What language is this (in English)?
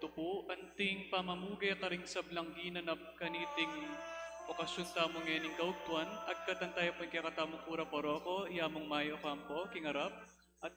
Pampanga